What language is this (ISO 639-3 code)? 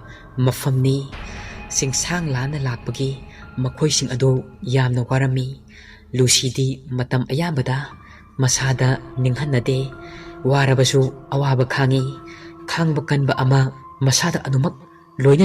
mni